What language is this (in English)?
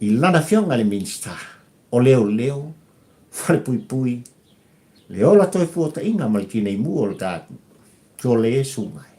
Samoan